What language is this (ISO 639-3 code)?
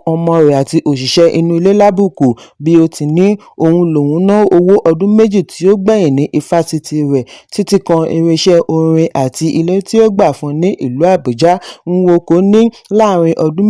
yor